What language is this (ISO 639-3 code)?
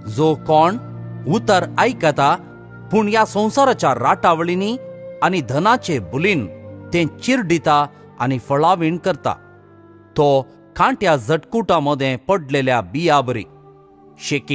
kok